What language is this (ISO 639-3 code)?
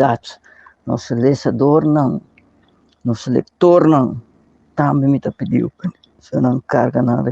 pap